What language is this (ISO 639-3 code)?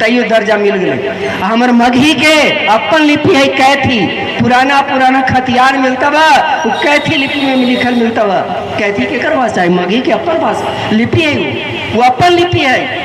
mag